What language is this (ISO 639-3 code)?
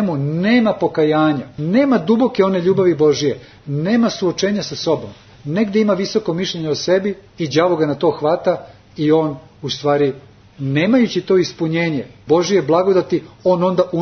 srp